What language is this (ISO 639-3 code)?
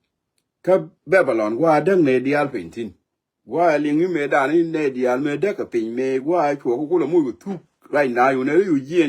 nus